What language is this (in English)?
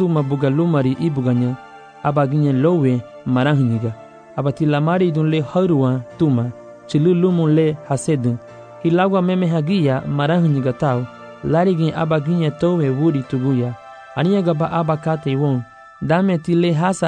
Garifuna